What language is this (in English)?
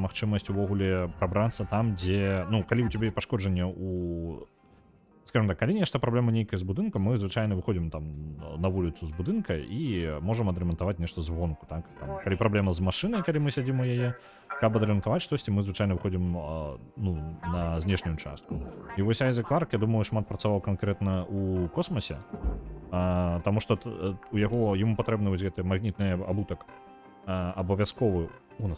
Belarusian